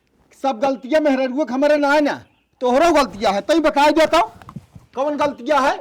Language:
Awadhi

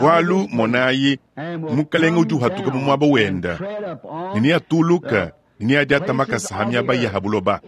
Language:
Luba-Lulua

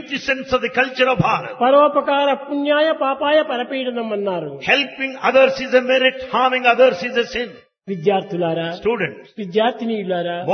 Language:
Telugu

